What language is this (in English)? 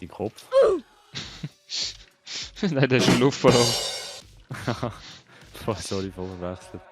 Swiss German